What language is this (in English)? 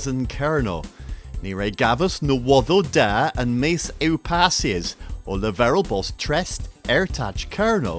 Cornish